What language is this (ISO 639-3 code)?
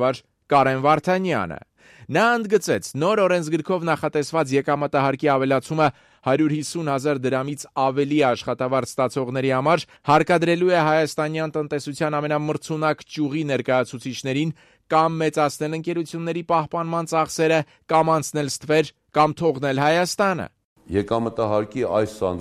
hye